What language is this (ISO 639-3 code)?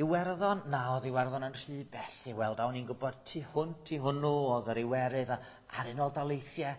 cym